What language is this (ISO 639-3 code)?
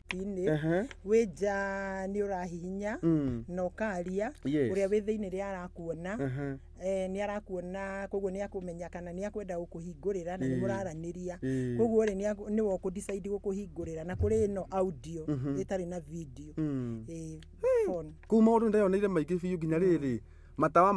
kik